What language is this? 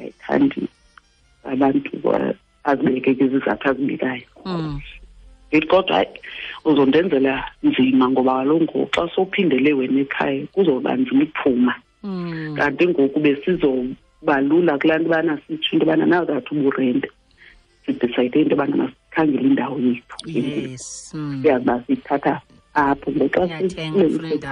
Xhosa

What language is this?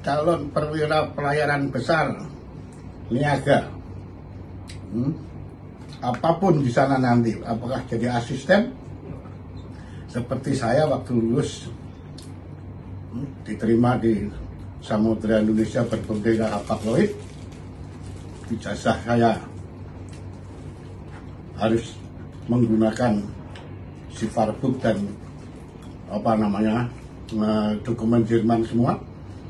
Indonesian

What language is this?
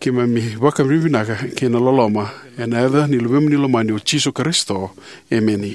Fijian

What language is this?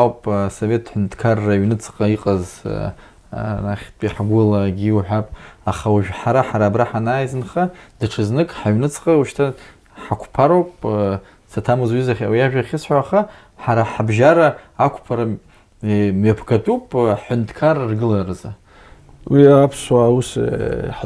Abkhazian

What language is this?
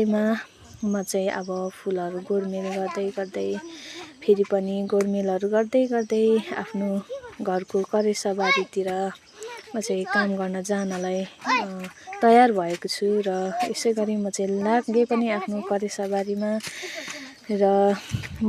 Nepali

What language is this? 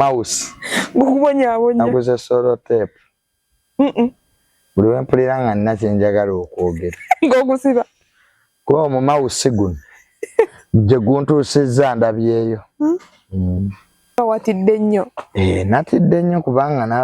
Ganda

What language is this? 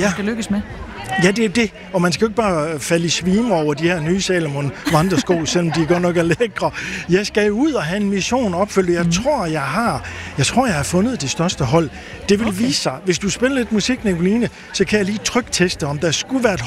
Danish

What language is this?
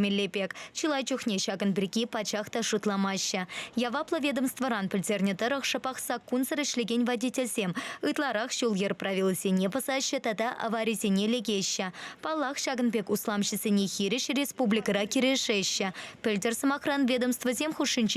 Chuvash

